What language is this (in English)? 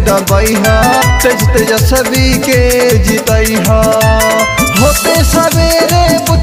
Bhojpuri